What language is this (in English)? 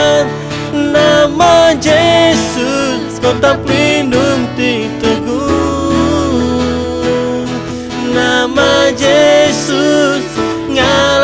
Iban